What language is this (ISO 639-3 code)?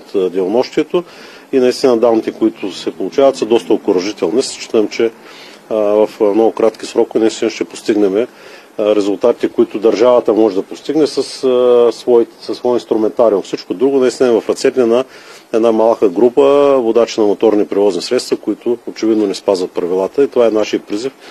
bul